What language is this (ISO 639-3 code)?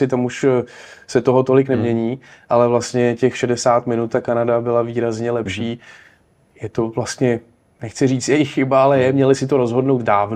ces